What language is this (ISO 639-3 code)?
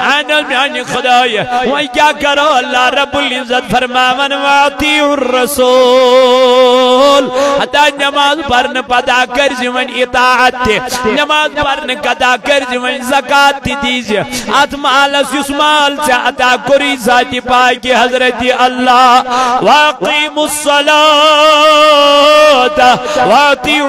kas